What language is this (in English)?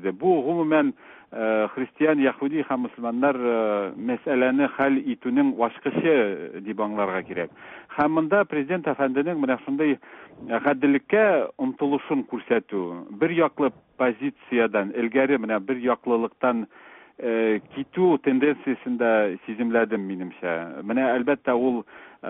Tatar